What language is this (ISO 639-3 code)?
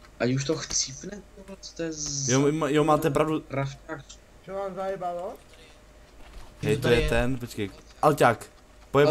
ces